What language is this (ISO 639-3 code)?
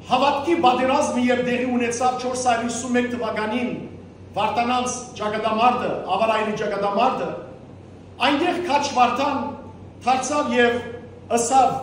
hyw